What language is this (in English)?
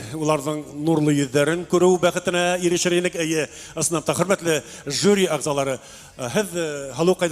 Bashkir